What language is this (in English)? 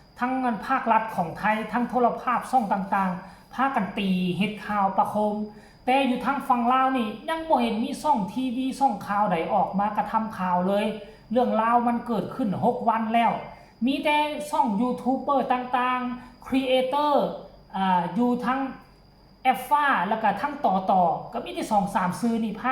Northeastern Thai